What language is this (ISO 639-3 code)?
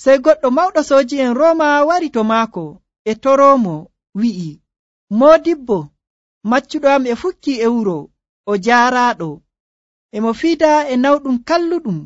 fuv